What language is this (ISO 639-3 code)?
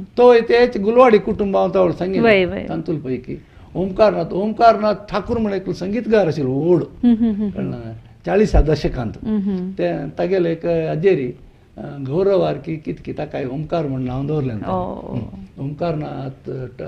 kok